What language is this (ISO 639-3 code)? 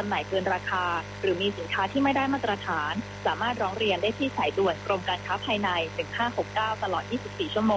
tha